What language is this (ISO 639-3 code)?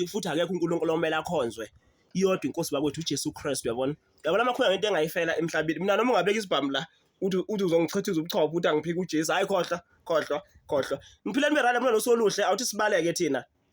zul